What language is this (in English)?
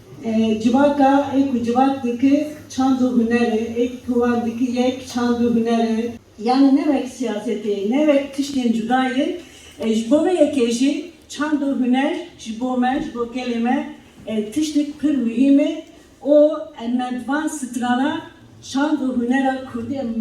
Kurdish